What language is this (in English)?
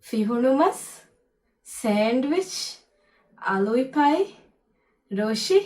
Divehi